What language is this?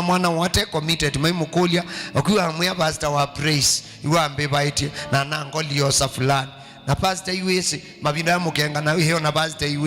Kamba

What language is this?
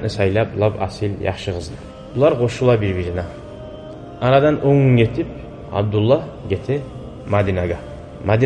Kumyk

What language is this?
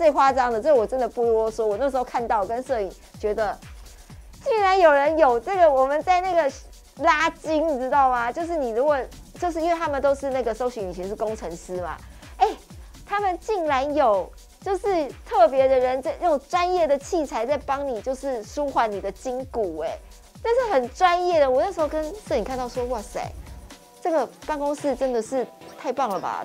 Chinese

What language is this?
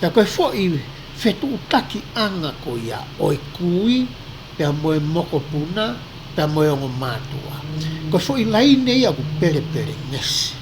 Tongan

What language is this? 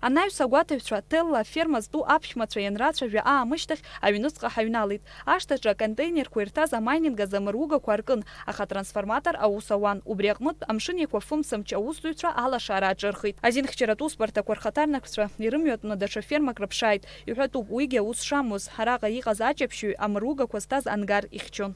Abkhazian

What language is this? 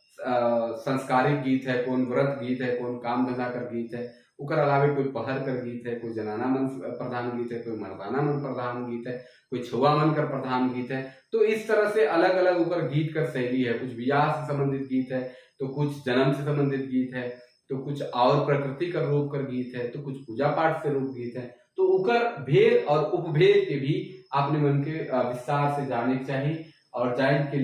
Sadri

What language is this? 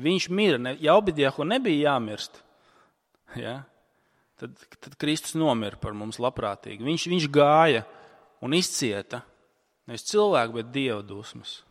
Latvian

